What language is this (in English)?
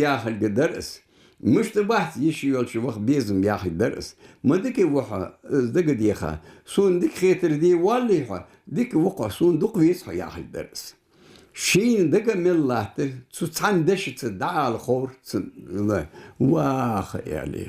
Ingush